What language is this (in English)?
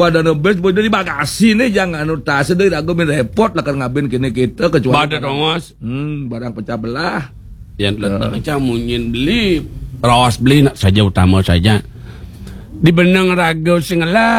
Balinese